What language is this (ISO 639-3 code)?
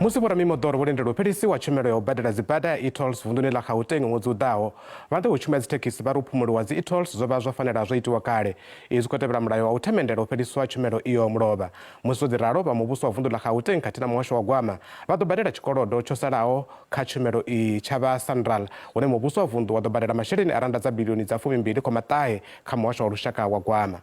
ven